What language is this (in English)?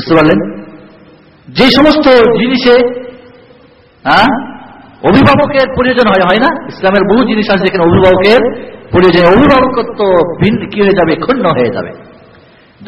Bangla